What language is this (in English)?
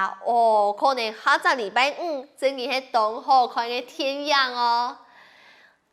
Hakka Chinese